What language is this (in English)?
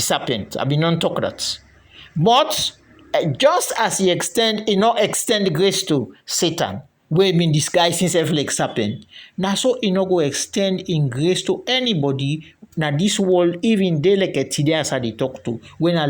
Krio